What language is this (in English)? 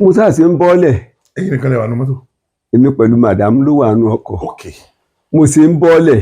Yoruba